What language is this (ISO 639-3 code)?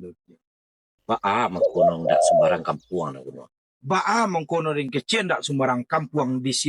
min